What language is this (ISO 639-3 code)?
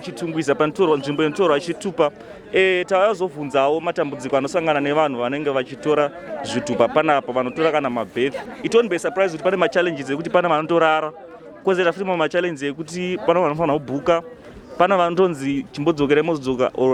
sna